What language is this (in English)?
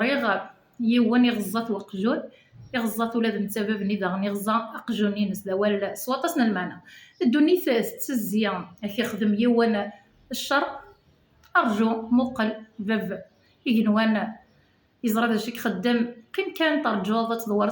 Kabyle